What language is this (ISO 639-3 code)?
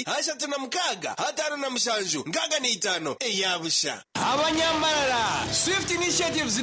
nyn